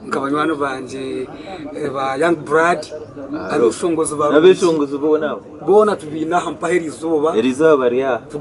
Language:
Nyankole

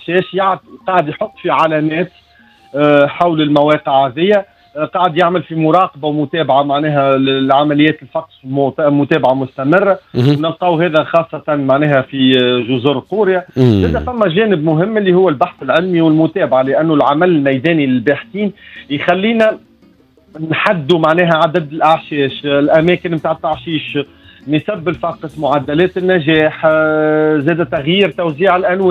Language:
Tunisian Arabic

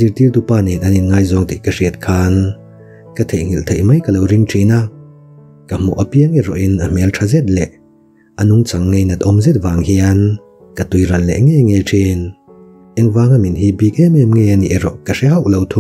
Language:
Mizo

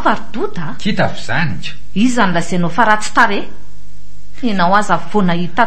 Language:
Malagasy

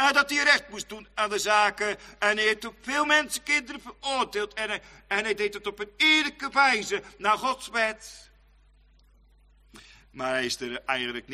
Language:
Dutch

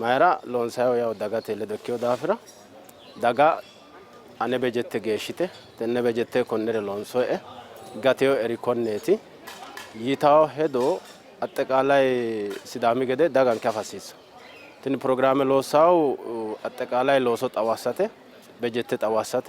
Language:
Sidamo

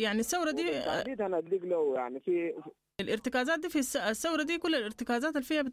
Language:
Sudanese Arabic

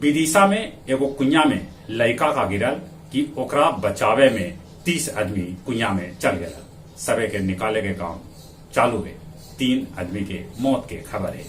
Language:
Magahi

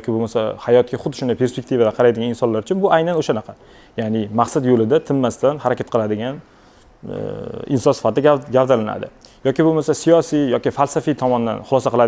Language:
Uzbek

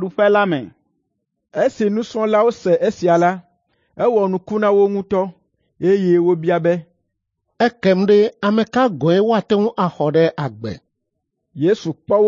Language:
Ewe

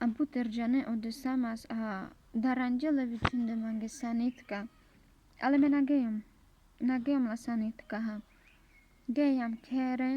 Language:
Carpathian Romani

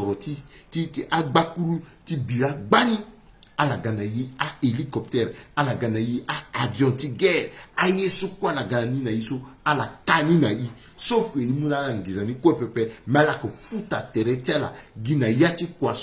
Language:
Sango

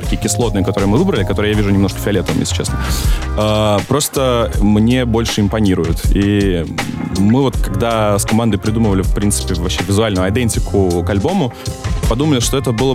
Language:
Russian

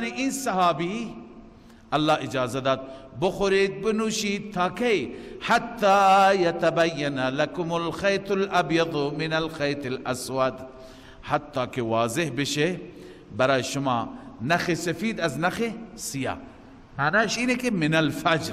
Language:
Persian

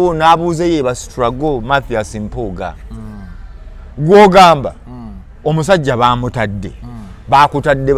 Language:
Ganda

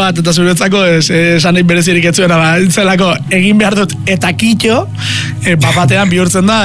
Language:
Basque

